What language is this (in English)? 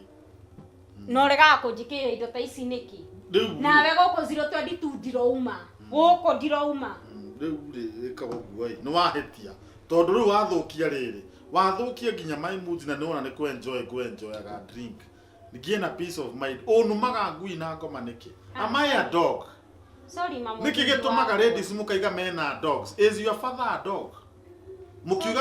Kikuyu